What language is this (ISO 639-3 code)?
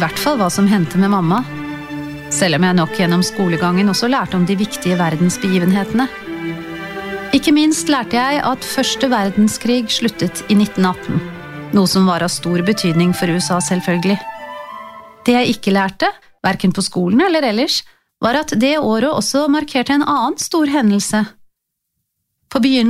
nor